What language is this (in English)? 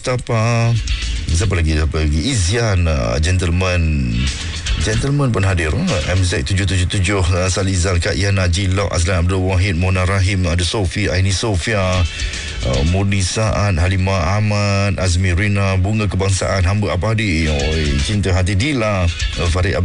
Malay